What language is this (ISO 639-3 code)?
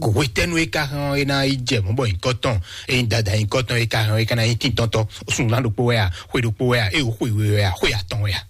fon